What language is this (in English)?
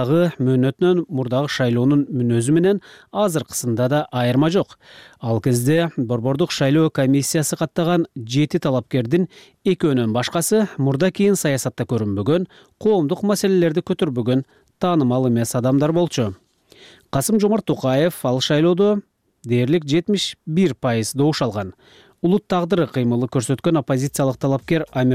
Kyrgyz